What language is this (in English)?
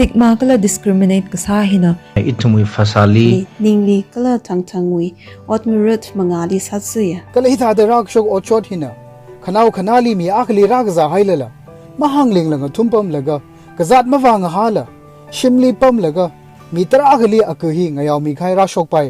Tangkhul Naga (India)